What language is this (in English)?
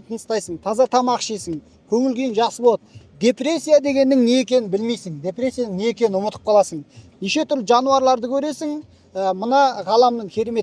Kazakh